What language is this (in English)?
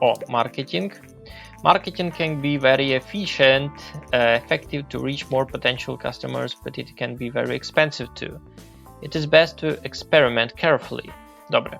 Rusyn